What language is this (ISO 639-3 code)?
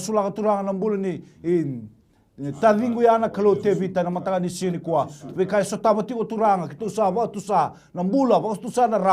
fij